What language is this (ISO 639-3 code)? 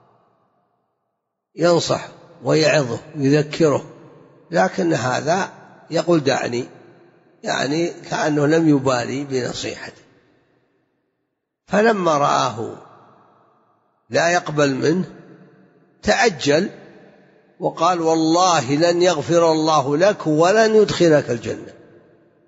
ara